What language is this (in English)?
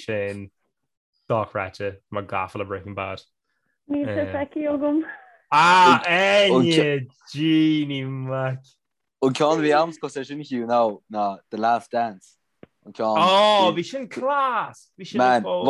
Irish